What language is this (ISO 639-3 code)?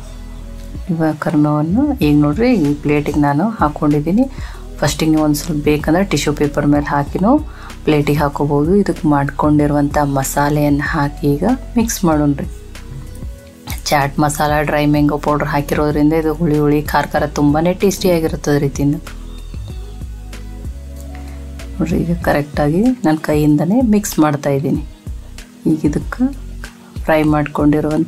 kan